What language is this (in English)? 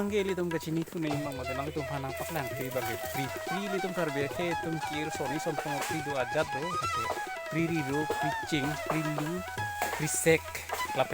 Karbi